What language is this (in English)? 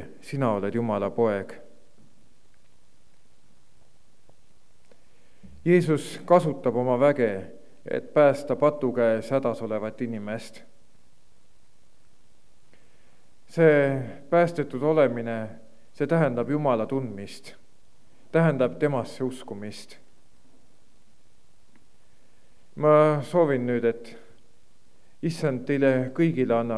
Estonian